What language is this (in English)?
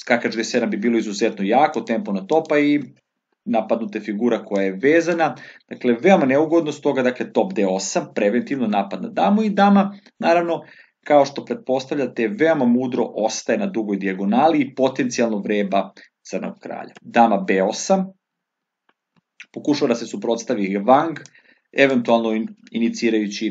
Serbian